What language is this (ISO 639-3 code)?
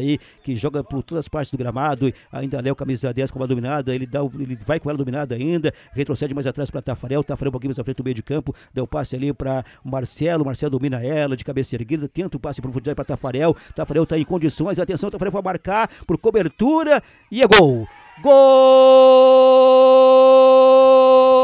por